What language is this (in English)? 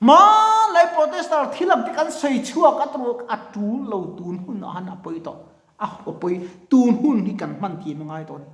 Mizo